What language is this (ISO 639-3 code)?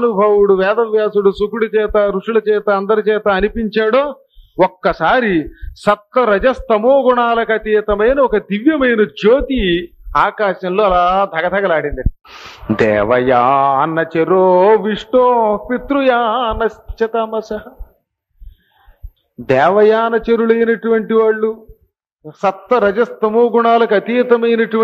tel